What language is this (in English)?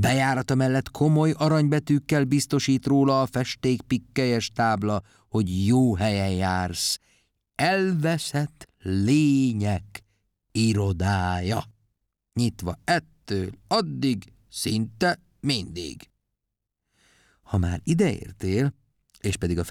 Hungarian